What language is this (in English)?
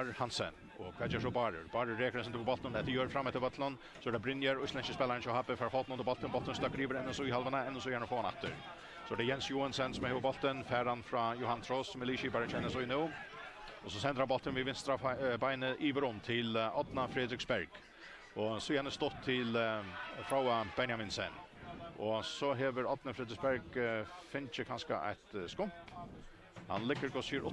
Faroese